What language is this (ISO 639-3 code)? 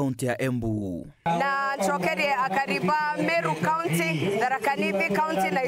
mer